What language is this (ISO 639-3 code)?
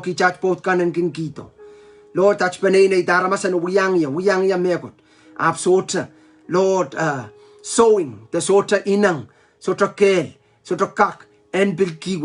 pon